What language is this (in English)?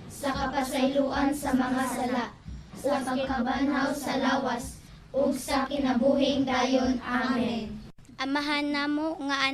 Cebuano